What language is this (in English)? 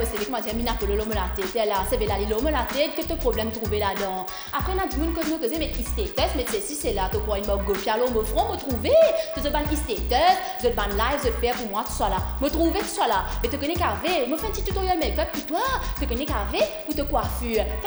Morisyen